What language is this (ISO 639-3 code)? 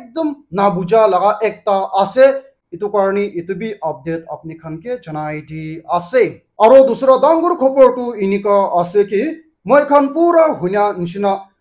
nag